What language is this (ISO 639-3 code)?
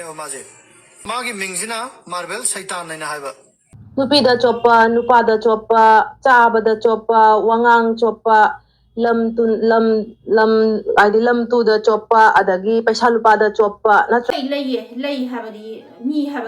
mni